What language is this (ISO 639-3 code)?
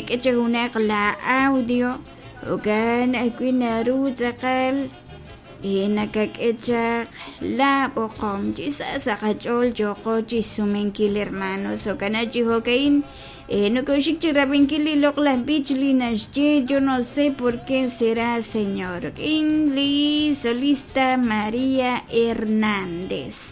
kek